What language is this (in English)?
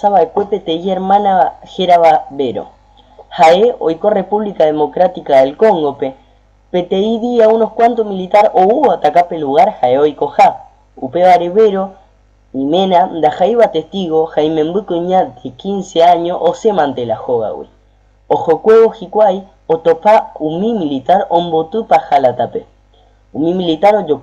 Guarani